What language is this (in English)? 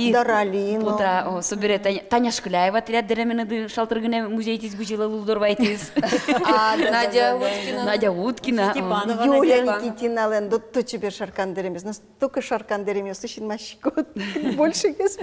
Udmurt